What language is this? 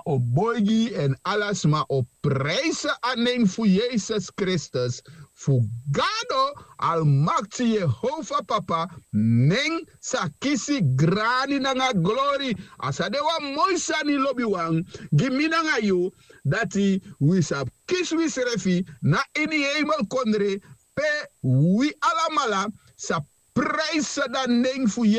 Sranan Tongo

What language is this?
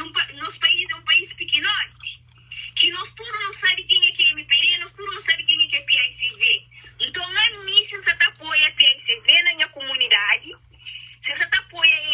Kabuverdianu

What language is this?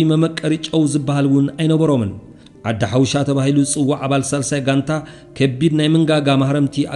Tigrinya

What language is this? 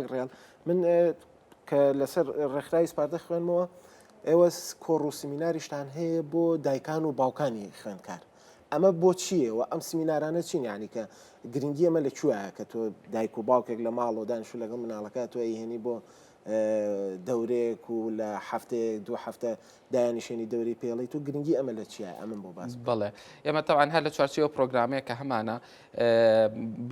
Central Kurdish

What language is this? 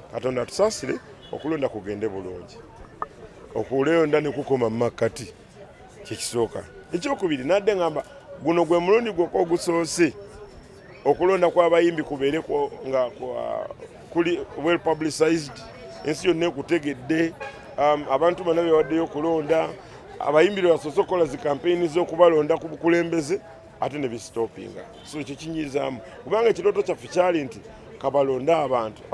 Ganda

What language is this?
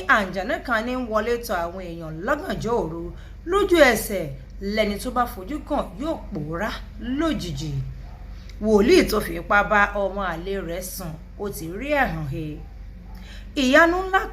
Yoruba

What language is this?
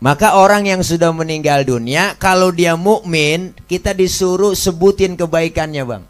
Betawi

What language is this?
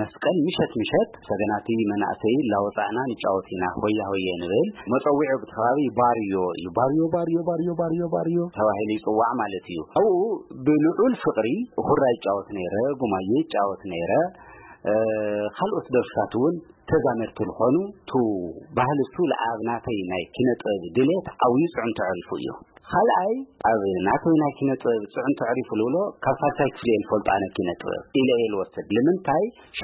Tigrinya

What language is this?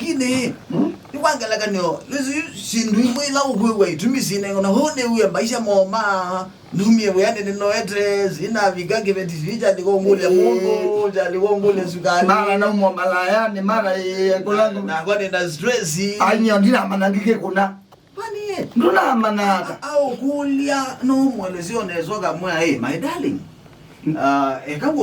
Kamba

